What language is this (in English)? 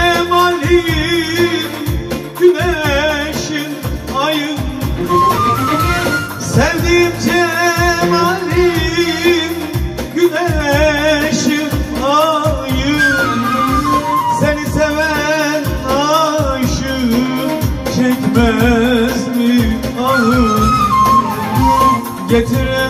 Turkish